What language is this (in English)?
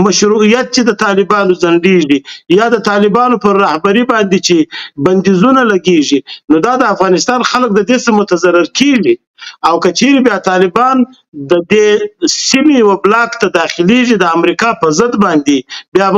Pashto